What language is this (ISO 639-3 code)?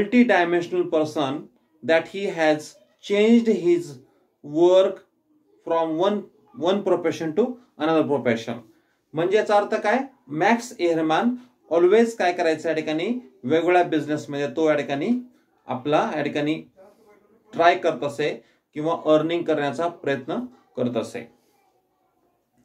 mar